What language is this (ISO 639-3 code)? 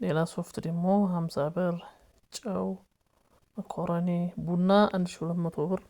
amh